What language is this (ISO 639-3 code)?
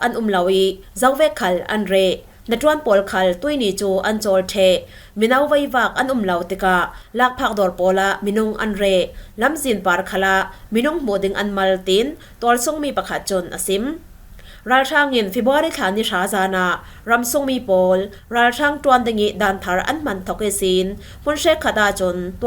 cfm